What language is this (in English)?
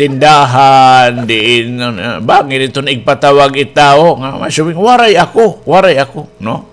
Waray